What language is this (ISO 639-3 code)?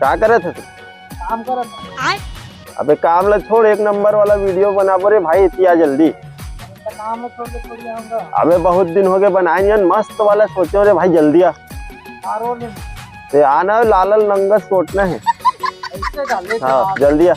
hne